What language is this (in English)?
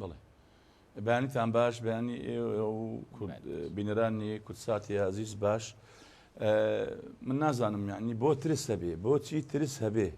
Central Kurdish